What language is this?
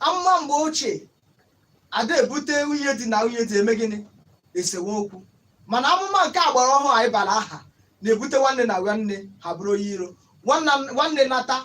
Igbo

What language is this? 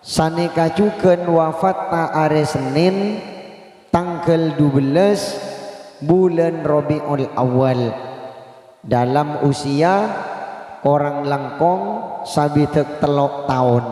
Madurese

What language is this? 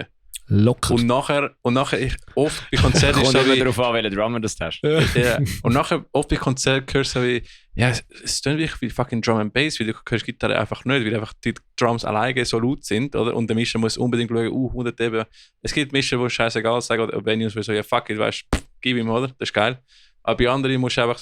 Swiss German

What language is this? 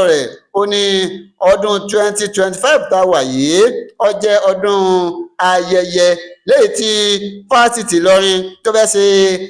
Yoruba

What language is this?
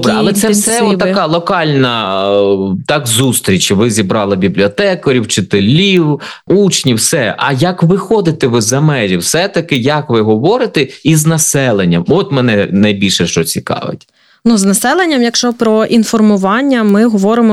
Ukrainian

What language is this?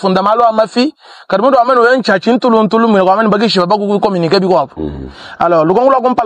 Luba-Lulua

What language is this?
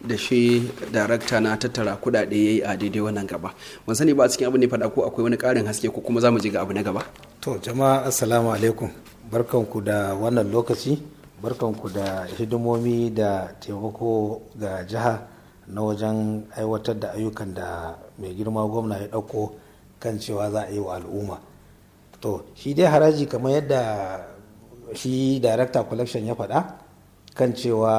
Hausa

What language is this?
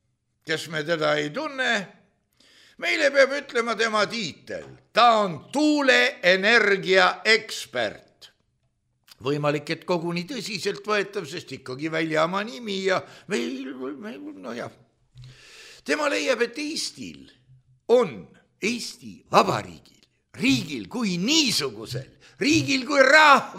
Estonian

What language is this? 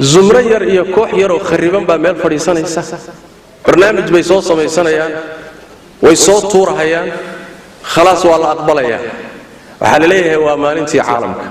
Somali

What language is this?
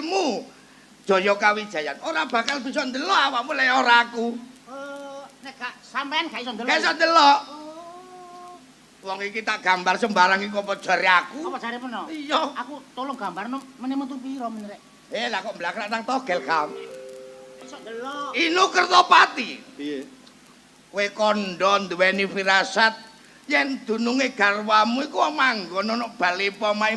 Javanese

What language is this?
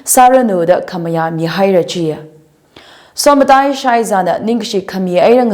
Tangkhul Naga (India)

